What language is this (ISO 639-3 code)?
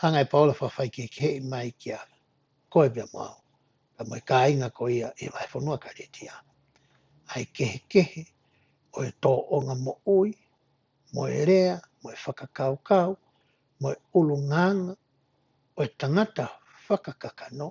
ton